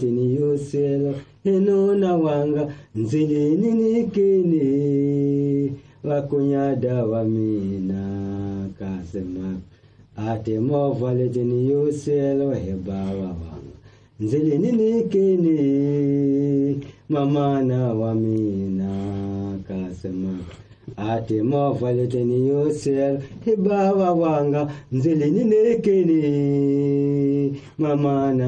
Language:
Tsonga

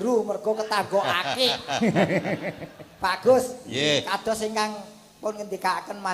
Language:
Javanese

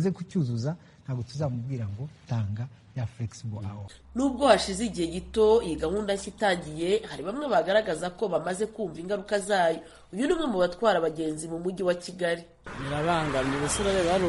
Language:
Kinyarwanda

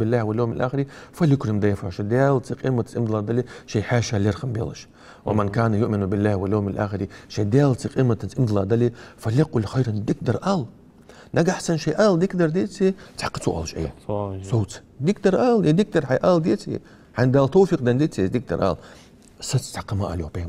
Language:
Ingush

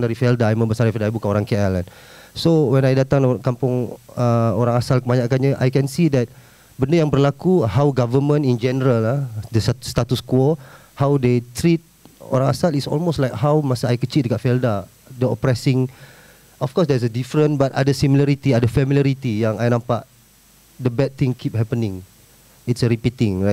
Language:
Malay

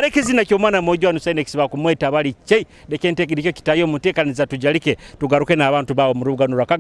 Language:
Nyoro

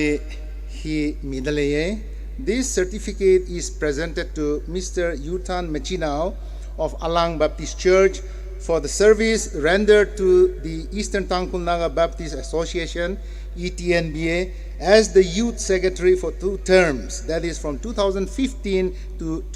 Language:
Tangkhul Naga (India)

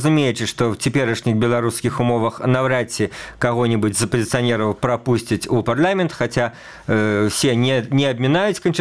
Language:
Belarusian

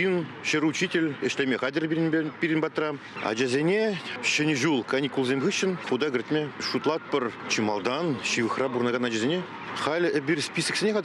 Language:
Chuvash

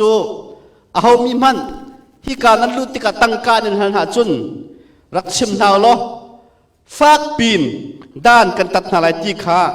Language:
Hakha Chin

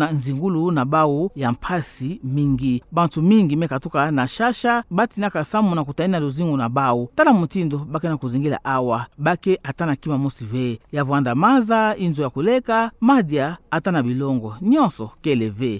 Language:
Kituba (Democratic Republic of Congo)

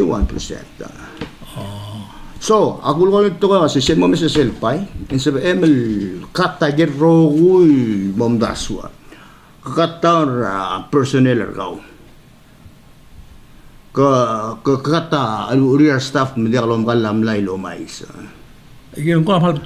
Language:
Palauan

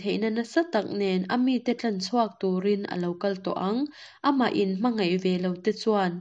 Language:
Mizo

